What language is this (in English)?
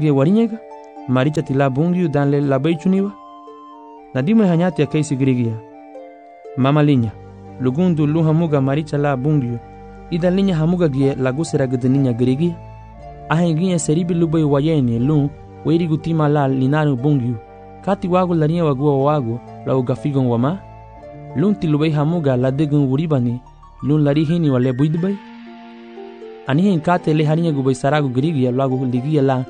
Garifuna